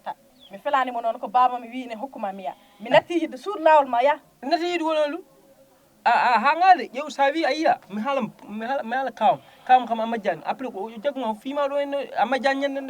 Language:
Fula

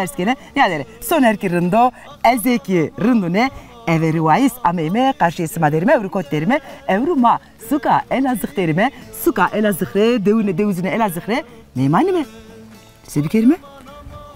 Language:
Zaza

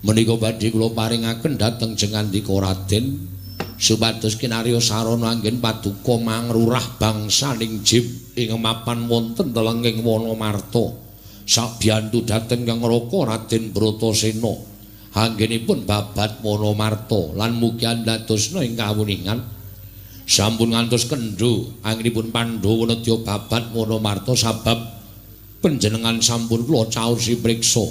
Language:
Javanese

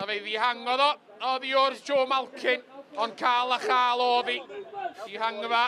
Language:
Welsh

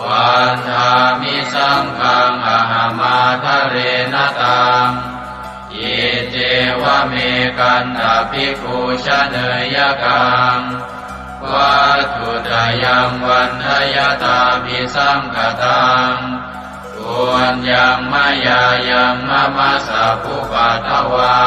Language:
Pali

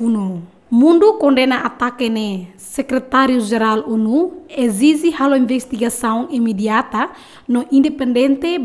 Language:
Tetum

